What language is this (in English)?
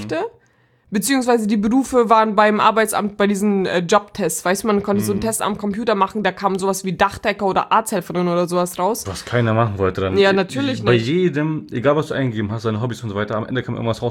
German